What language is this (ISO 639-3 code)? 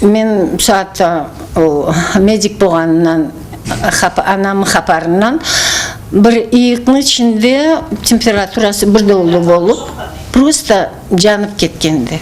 krc